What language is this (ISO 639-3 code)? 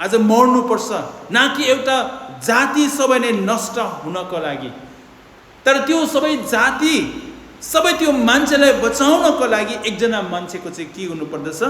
nep